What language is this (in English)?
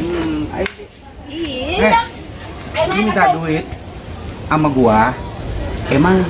Betawi